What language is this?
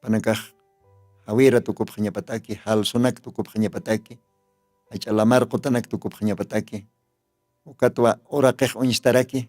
Aymara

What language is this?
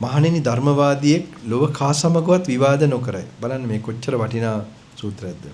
Sinhala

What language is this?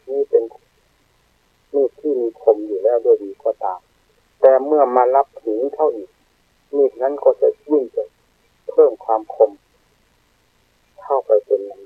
Thai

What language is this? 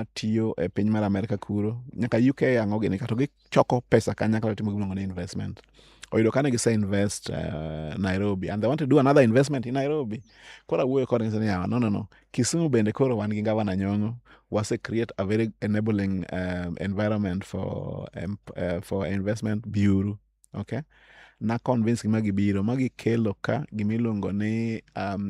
Luo (Kenya and Tanzania)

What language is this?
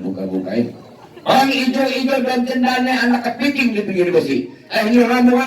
Betawi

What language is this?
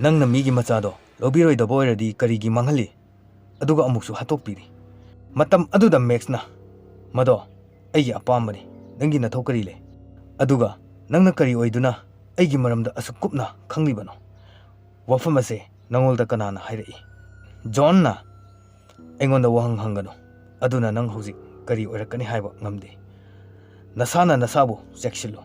Manipuri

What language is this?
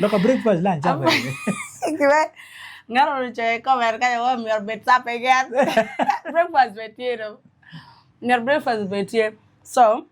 Acoli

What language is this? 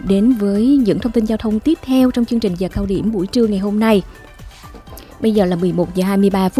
Vietnamese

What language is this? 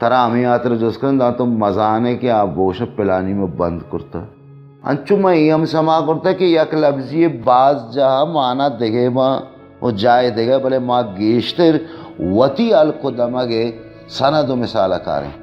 Baluchi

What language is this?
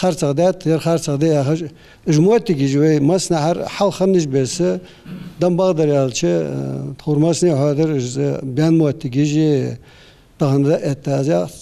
Ingush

